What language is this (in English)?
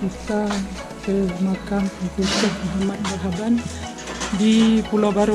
Achinese